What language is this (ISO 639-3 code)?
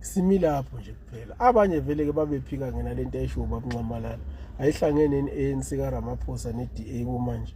zul